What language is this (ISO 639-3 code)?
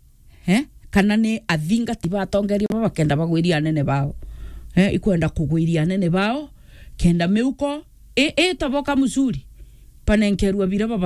mer